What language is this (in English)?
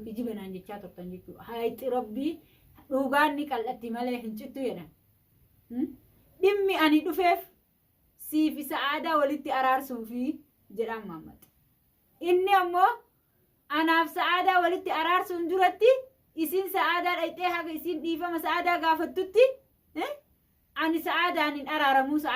Oromo